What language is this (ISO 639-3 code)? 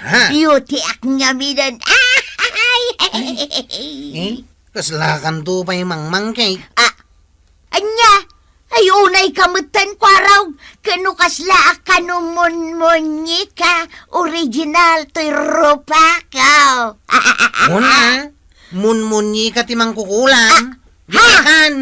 ilo